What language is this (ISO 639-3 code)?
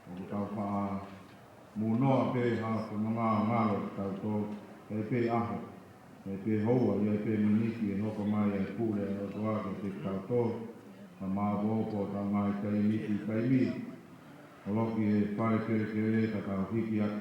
ton